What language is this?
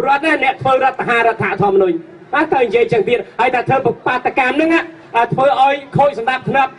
Khmer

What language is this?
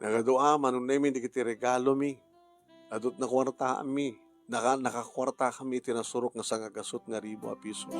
Iloko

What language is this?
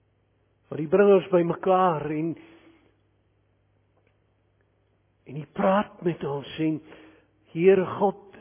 Afrikaans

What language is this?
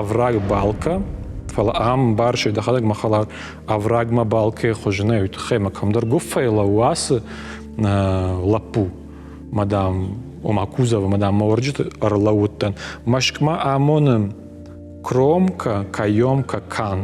Ossetic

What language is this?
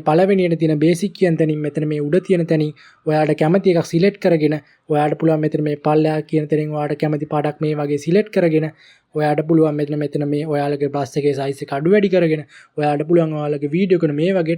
Sinhala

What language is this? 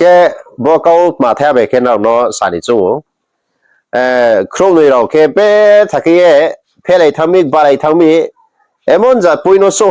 Riang (India)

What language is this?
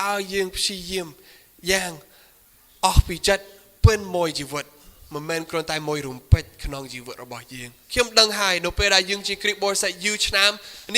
Khmer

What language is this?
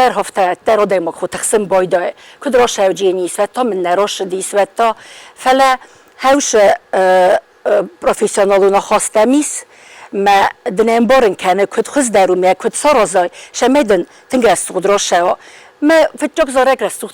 Ossetic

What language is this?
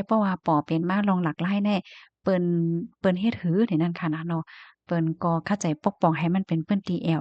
Shan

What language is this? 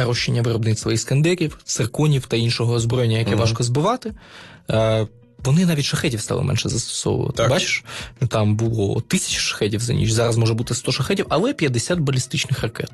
Ukrainian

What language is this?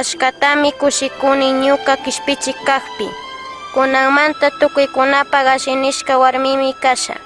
Chimborazo Highland Quichua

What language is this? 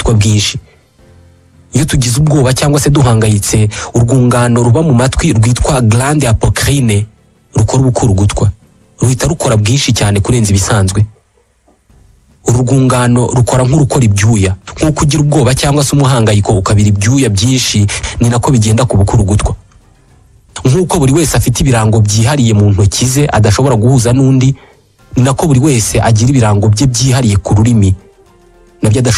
Kinyarwanda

